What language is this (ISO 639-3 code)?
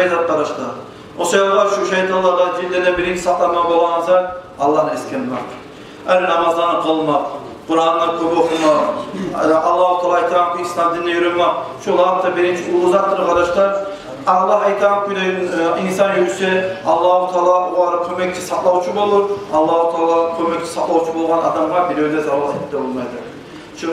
kum